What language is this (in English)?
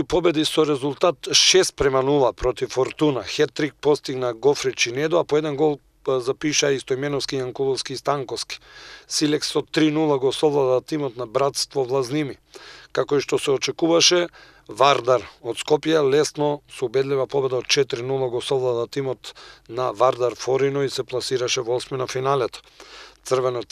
Macedonian